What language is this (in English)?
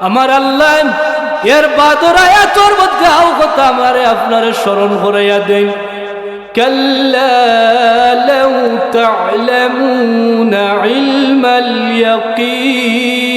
Sylheti